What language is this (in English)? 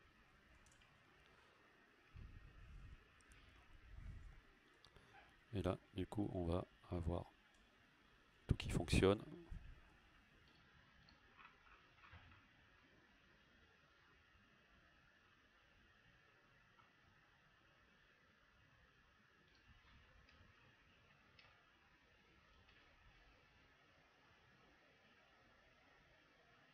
French